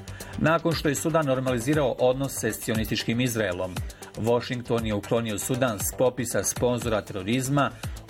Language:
Bosnian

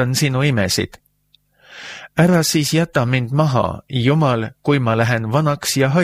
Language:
Estonian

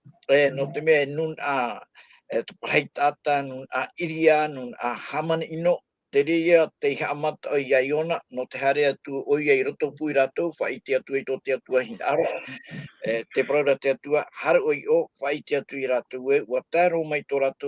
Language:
Tahitian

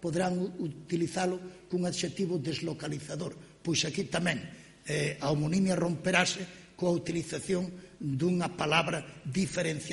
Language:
Galician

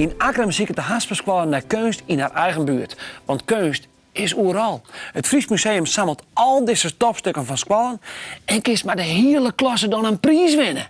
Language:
Western Frisian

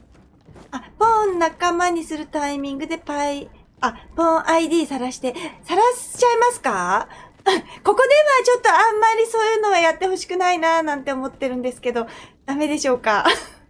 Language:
Japanese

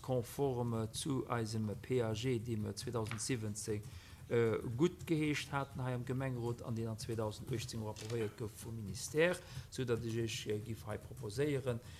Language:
Luxembourgish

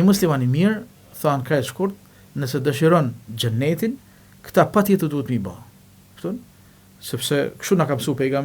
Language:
Albanian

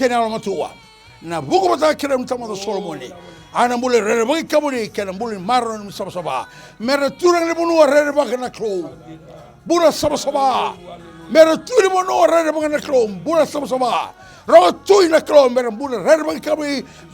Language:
Fijian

